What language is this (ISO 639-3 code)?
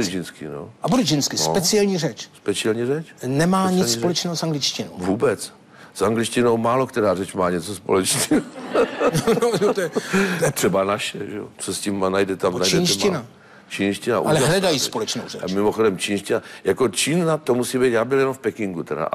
ces